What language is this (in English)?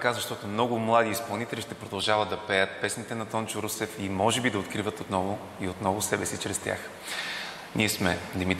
Bulgarian